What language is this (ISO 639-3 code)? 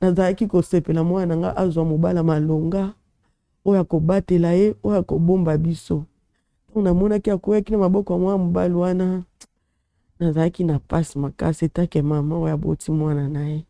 lin